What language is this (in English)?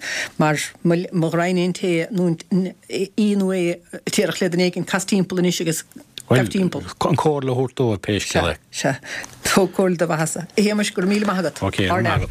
Irish